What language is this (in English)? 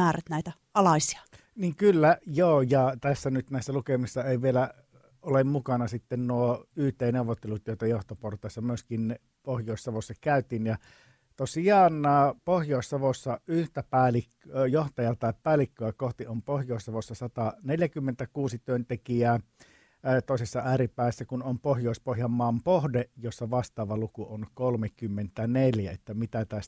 Finnish